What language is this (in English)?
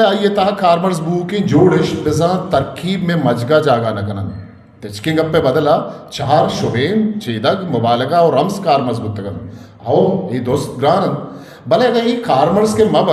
Eastern Balochi